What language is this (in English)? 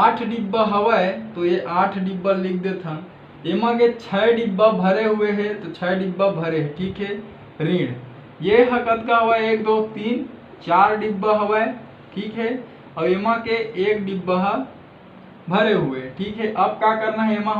Chhattisgarhi